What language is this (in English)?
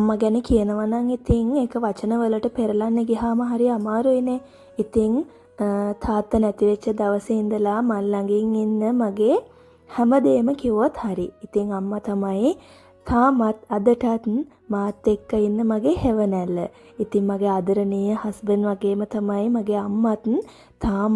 Sinhala